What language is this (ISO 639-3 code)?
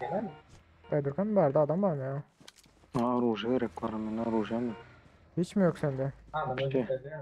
tuk